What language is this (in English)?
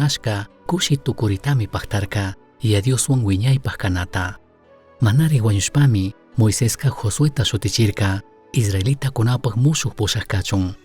Chimborazo Highland Quichua